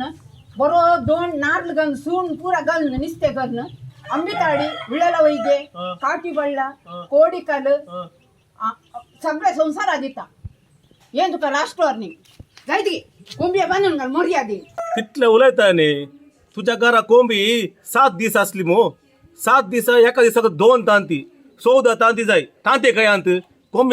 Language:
Konkani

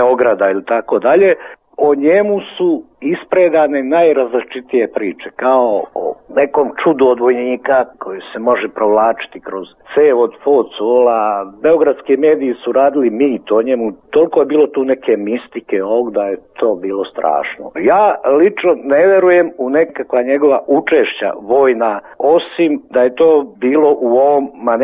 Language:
Serbian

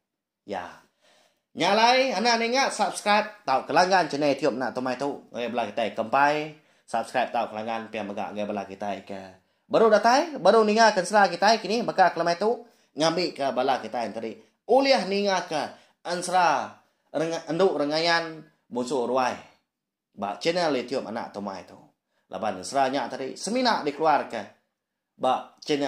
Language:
Iban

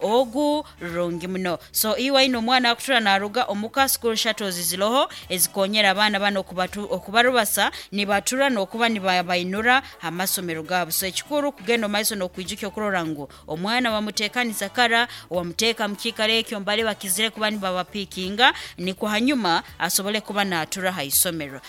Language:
Nyankole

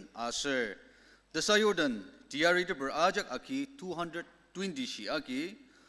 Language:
Ao Naga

